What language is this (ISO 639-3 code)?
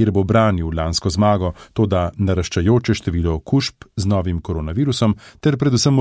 slv